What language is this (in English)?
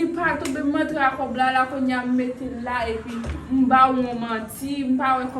Haitian Creole